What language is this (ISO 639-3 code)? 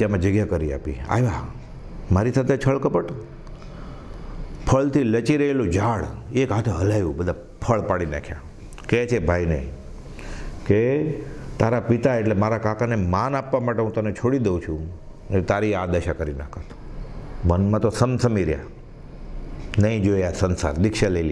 guj